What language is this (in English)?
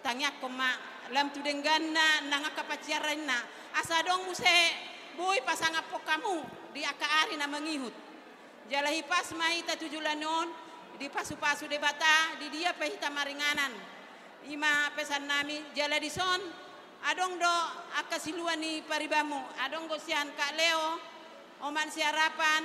Batak Toba